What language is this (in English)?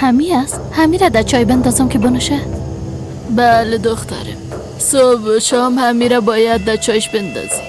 Persian